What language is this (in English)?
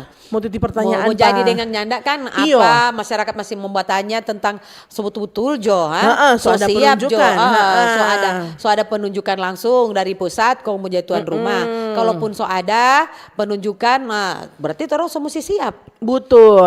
Manado Malay